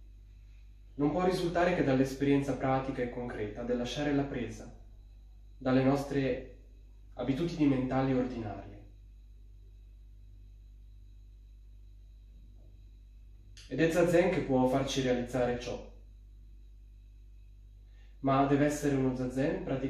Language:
Italian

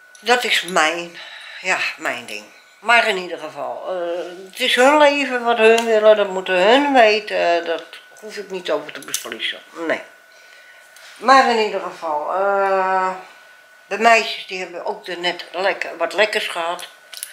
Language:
Dutch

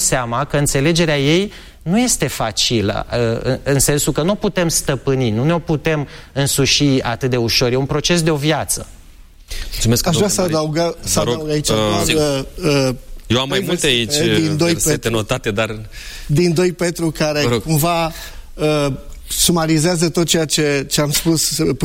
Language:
Romanian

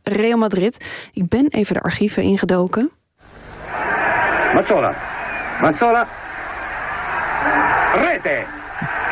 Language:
Dutch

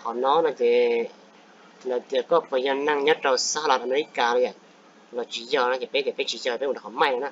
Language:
Hmong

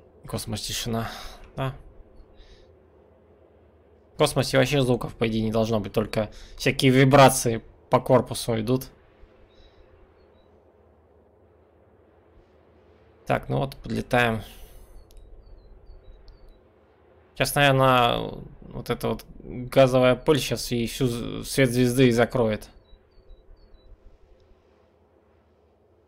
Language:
Russian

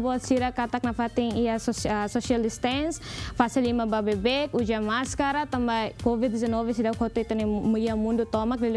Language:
Tetum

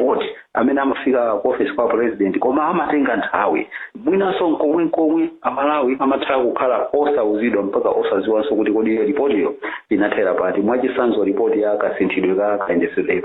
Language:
Nyanja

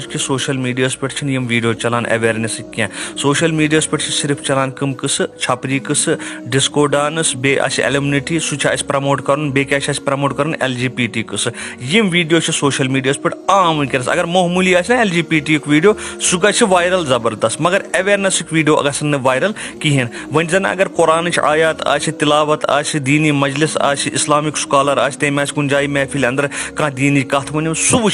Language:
Kashmiri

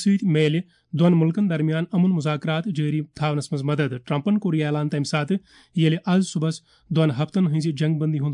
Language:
Kashmiri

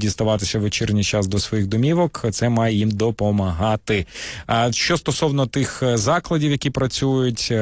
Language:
Ukrainian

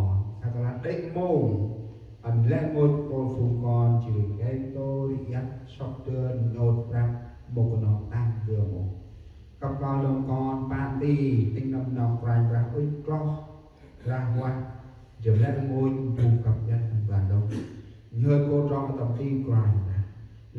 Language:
Central Mnong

